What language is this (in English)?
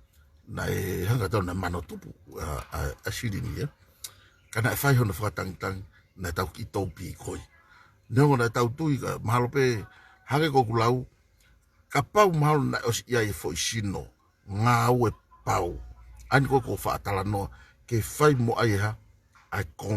Tongan